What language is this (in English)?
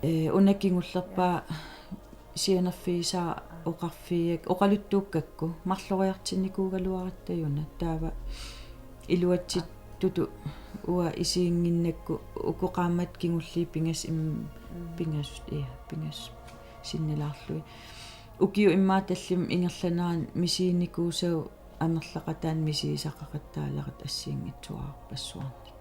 Kalaallisut